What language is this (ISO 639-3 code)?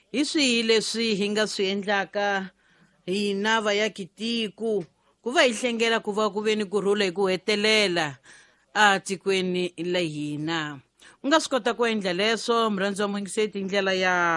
tso